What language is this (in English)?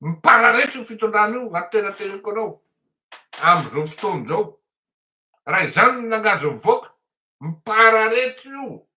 Malagasy